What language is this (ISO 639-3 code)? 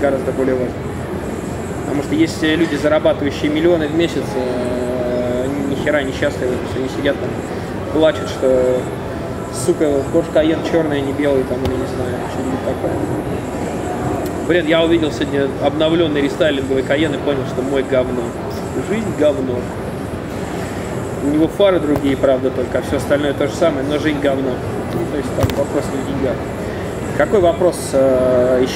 rus